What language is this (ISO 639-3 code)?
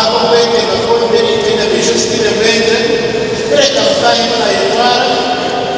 nyn